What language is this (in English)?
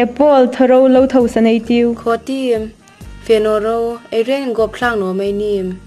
Hmar